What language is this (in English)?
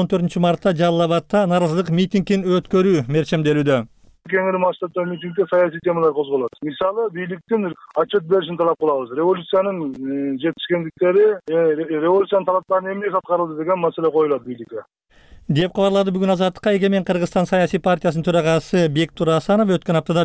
Kyrgyz